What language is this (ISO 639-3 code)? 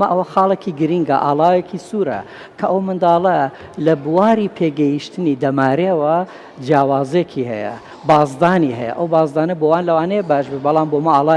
ckb